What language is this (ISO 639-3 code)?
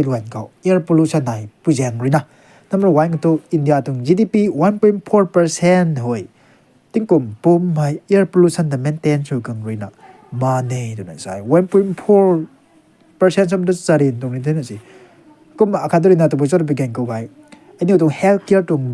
nbu